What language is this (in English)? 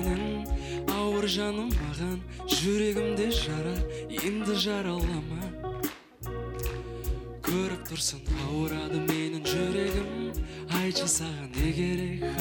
Kazakh